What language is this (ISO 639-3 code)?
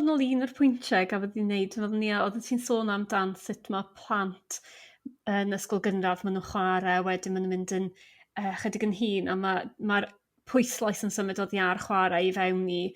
cym